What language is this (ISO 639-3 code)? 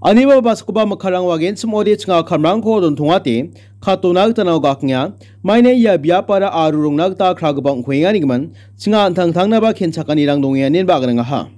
grt